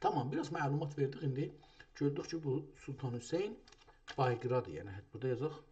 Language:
South Azerbaijani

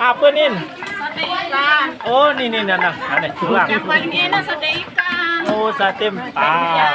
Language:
Sasak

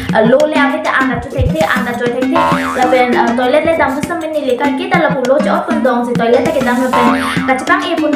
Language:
Karbi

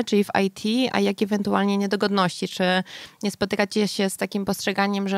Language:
Polish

